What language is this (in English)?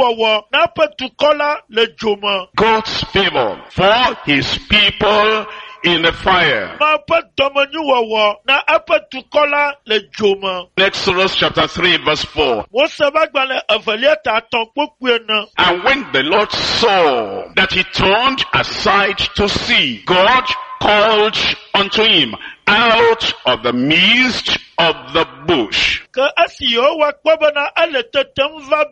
Ewe